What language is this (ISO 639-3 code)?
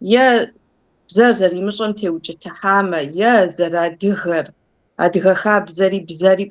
kbd